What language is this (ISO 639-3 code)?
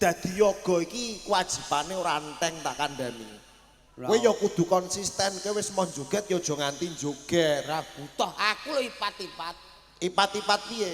jav